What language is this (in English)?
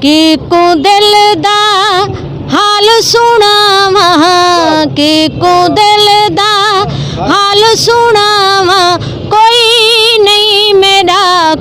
Saraiki